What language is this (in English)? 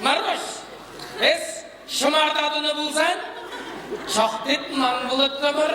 Chuvash